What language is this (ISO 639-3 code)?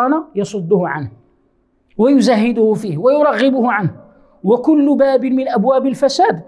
ara